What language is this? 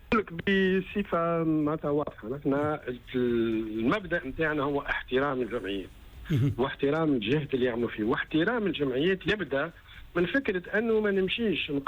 Tunisian Arabic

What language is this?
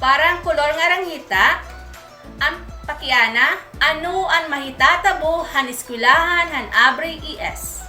Waray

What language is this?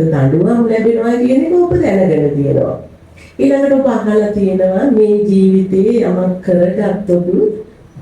Sinhala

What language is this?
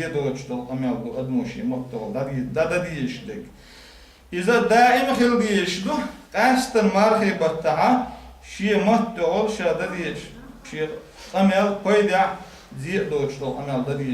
Chechen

